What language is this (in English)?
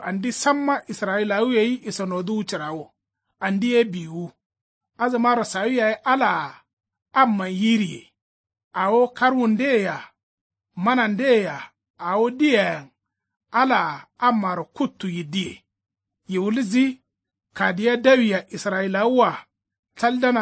Kanuri